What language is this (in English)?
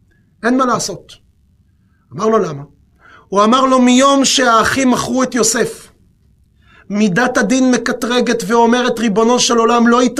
Hebrew